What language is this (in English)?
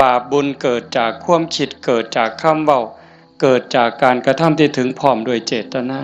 Northeastern Thai